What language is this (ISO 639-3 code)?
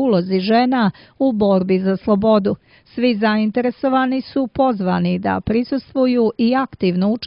srp